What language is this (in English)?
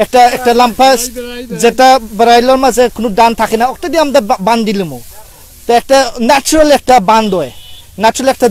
Sylheti